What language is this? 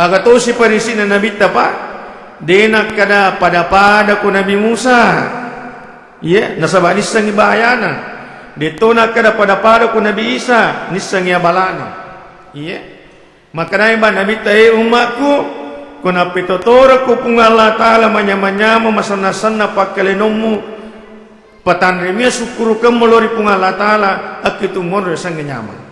Buginese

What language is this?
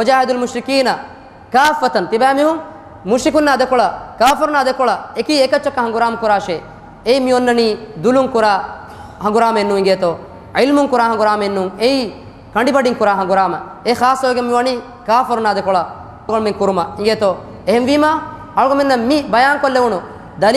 Divehi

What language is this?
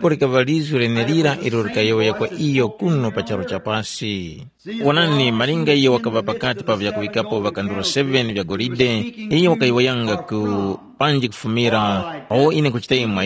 Tumbuka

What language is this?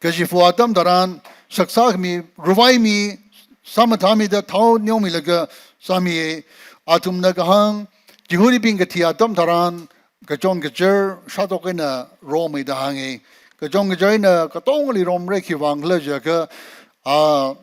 Tangkhul Naga (India)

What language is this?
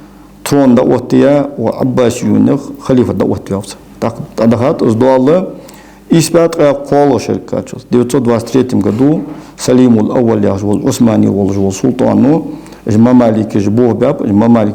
Ingush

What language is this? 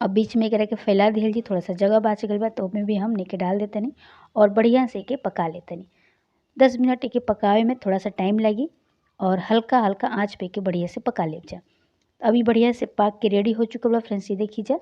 Bhojpuri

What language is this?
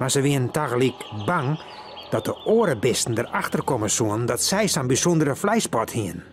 Western Frisian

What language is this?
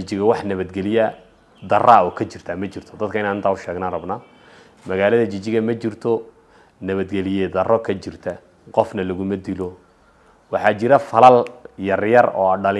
Somali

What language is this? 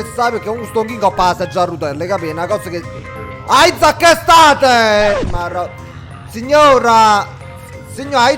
Neapolitan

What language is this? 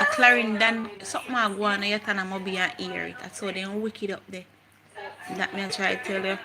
Jamaican Creole English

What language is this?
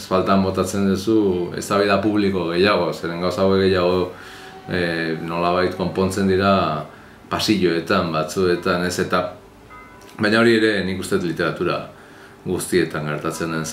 Basque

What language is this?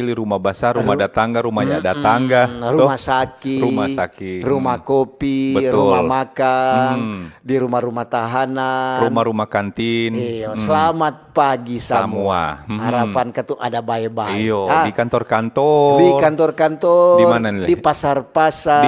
Manado Malay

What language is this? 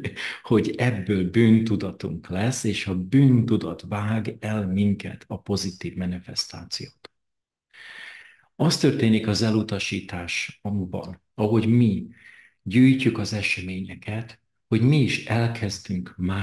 Hungarian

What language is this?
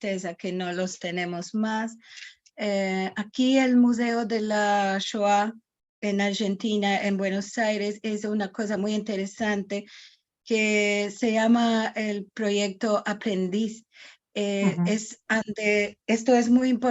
Ladino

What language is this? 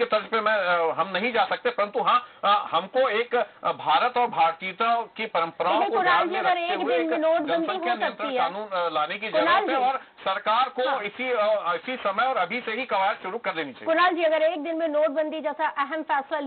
Hindi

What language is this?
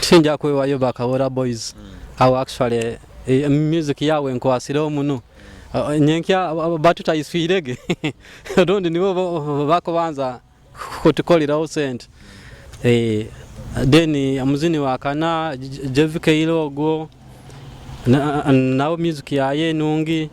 Nyoro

